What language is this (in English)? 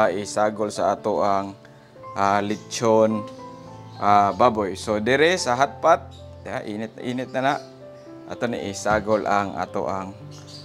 Cebuano